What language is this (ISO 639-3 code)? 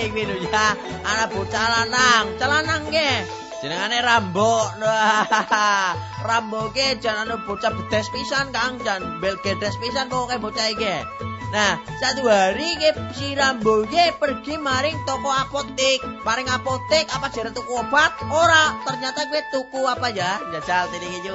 jav